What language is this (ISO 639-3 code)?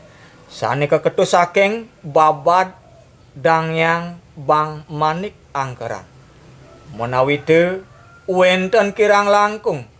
ban